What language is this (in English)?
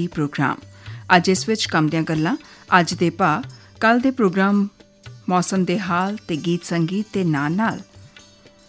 Punjabi